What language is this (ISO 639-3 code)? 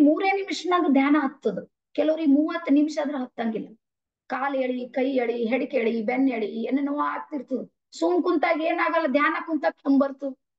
kan